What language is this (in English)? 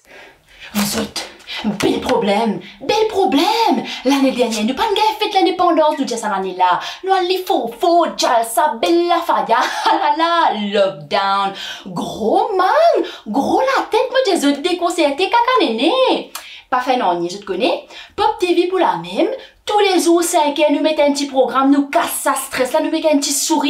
Morisyen